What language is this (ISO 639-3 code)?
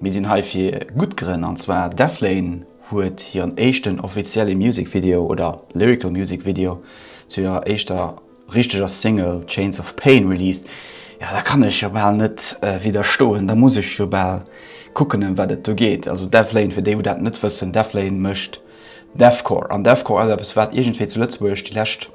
ltz